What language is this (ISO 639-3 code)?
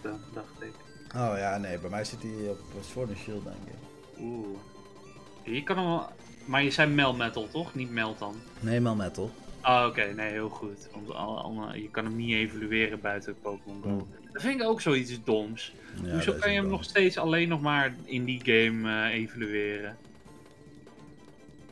nld